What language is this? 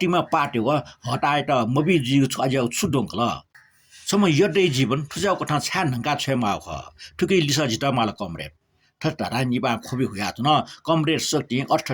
Newari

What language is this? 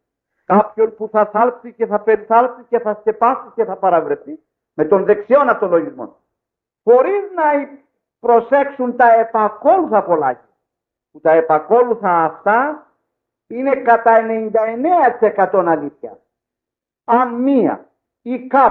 Greek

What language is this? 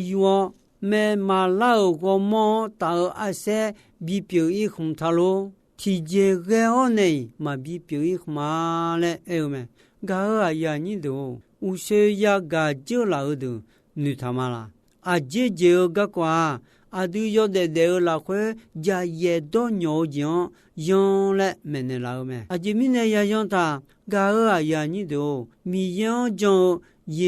Akha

